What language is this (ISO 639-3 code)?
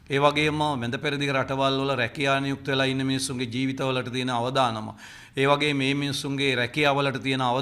sin